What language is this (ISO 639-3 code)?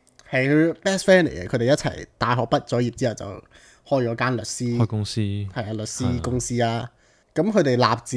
yue